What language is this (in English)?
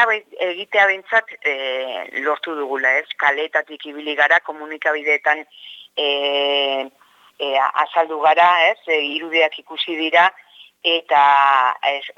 Basque